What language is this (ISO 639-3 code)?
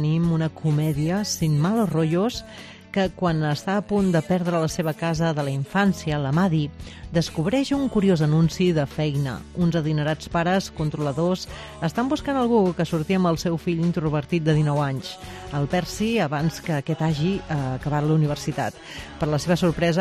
cat